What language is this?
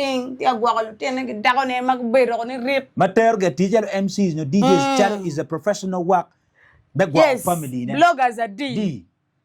Acoli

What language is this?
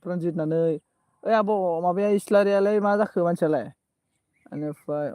Bodo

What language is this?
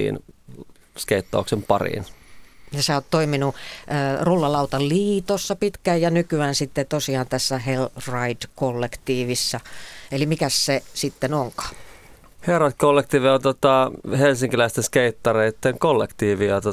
Finnish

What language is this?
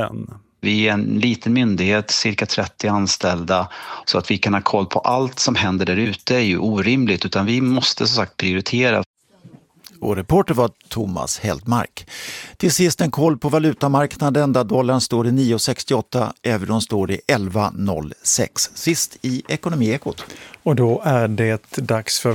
Swedish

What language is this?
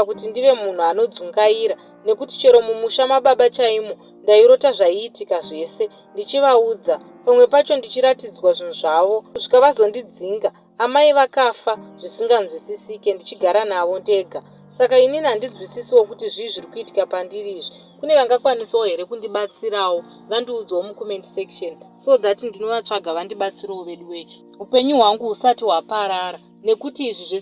Shona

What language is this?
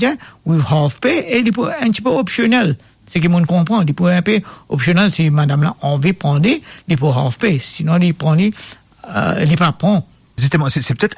Morisyen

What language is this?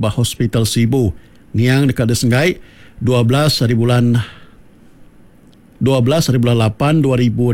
Iban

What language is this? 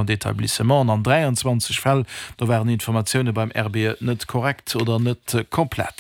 Luxembourgish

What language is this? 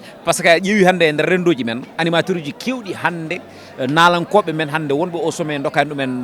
Fula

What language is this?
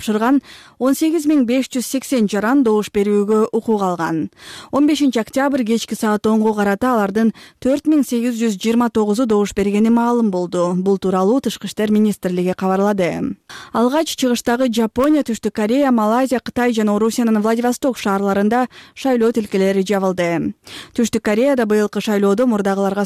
Kyrgyz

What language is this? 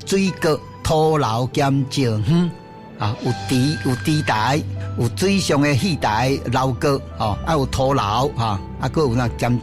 Min Nan Chinese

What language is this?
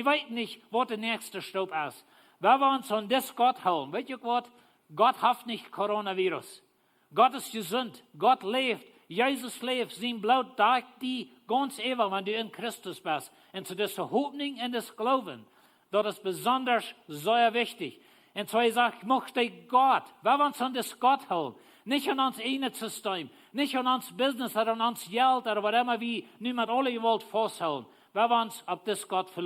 Plautdietsch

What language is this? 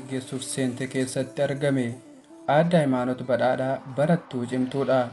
Oromo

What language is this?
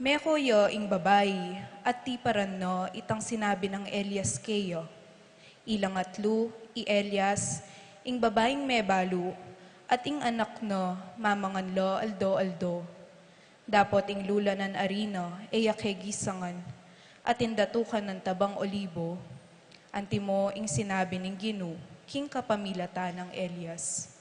Pampanga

